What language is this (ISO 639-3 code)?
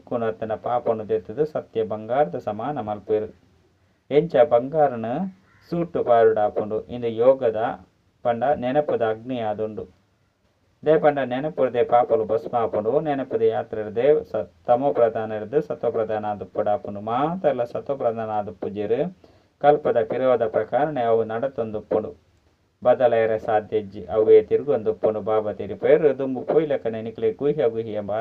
tcy